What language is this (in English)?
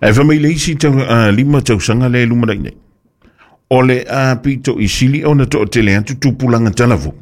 Samoan